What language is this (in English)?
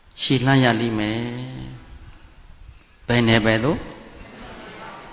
Burmese